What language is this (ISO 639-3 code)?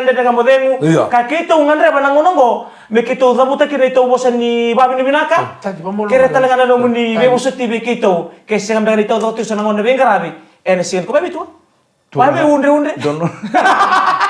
fij